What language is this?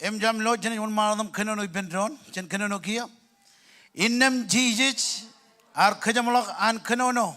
Marshallese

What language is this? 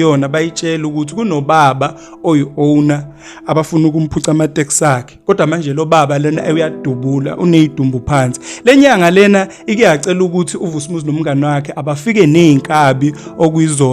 Zulu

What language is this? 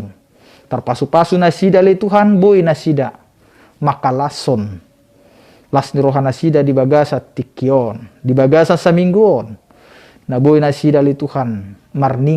Batak Toba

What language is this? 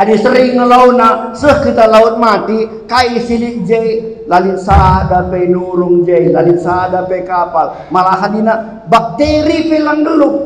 Batak Karo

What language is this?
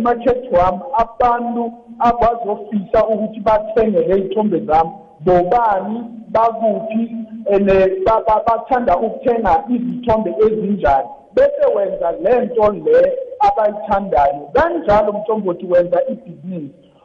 South Ndebele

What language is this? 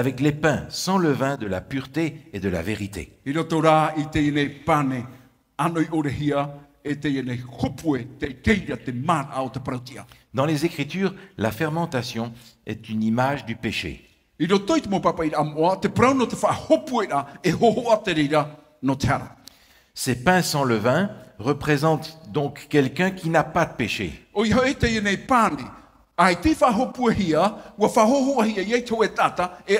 Tahitian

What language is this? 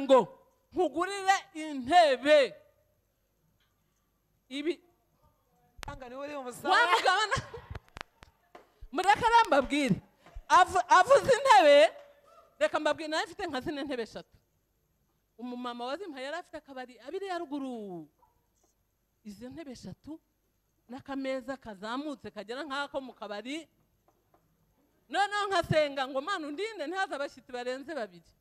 Kinyarwanda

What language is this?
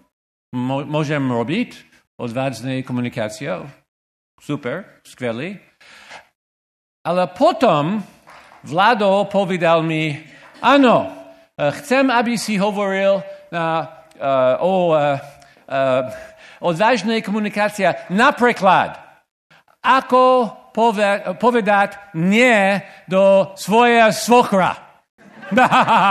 Slovak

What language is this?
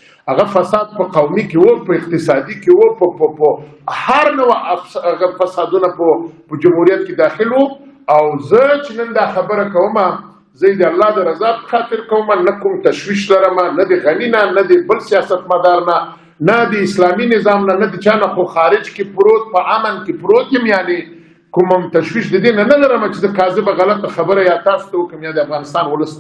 Pashto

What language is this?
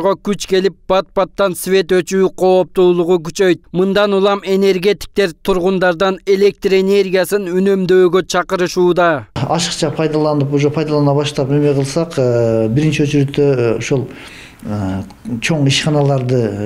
Kyrgyz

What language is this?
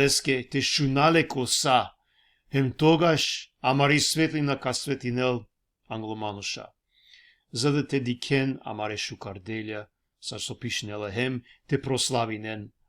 Balkan Romani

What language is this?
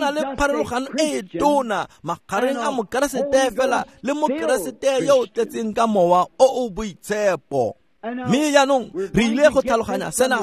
Tswana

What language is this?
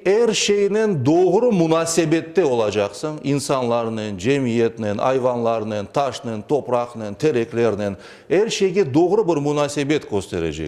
Crimean Tatar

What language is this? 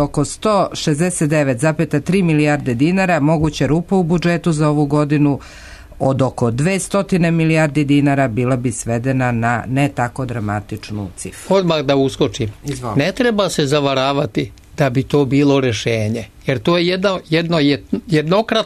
Serbian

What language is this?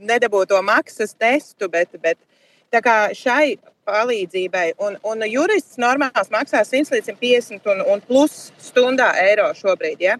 Latvian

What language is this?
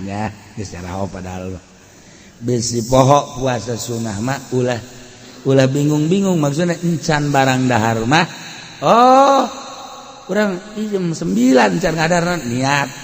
Sundanese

